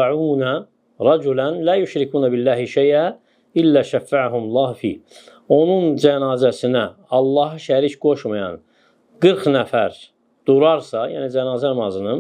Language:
Azerbaijani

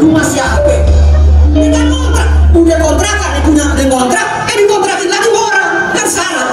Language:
Betawi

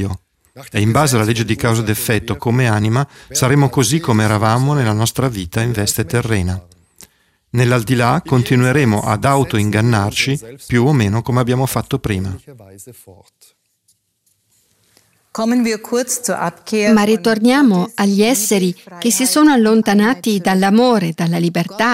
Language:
Italian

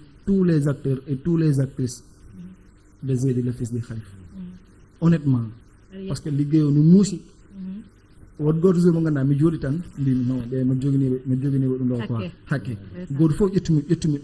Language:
Fula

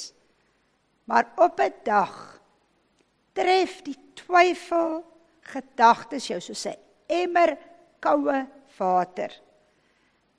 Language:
Afrikaans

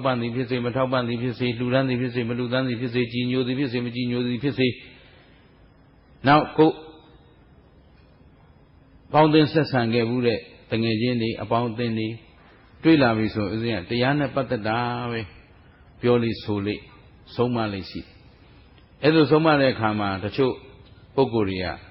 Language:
Burmese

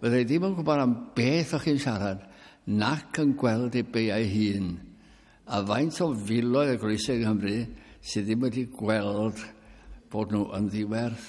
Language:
Welsh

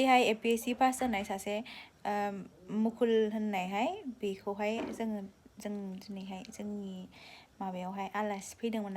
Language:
Bodo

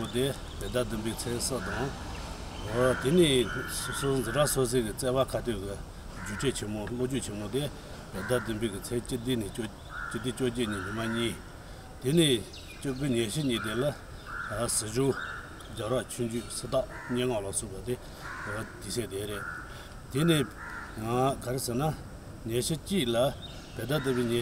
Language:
Tibetan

